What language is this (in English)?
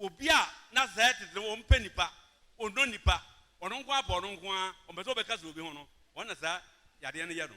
Akan